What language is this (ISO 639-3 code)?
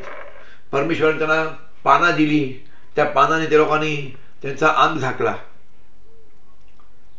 mar